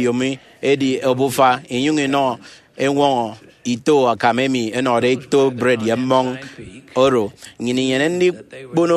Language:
Efik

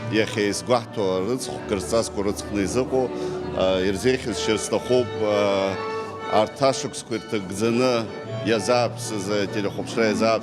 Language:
Abkhazian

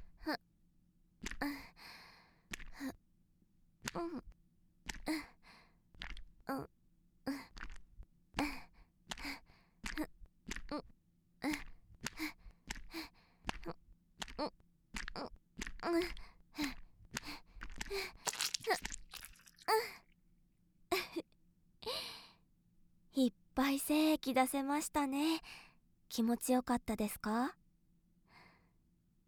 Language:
Japanese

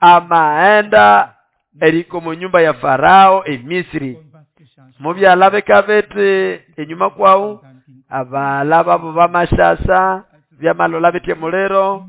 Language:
Nande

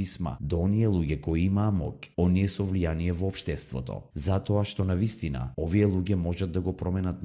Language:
Macedonian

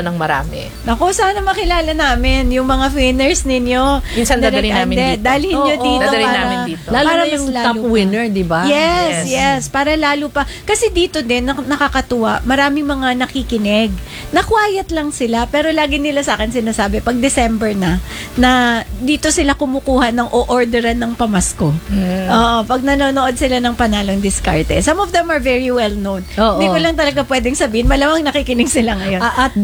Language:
Filipino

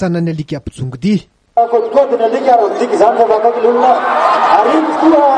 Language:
Malagasy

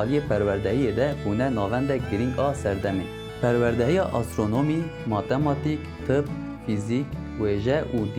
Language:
Kurdish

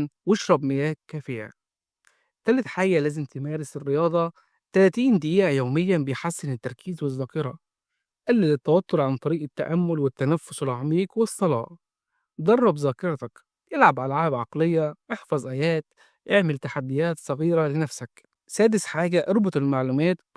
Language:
Egyptian Arabic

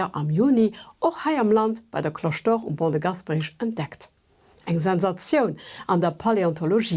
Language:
Luxembourgish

